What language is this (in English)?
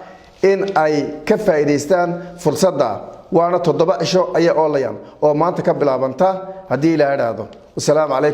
Somali